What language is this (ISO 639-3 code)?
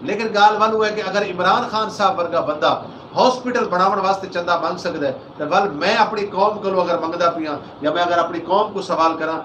skr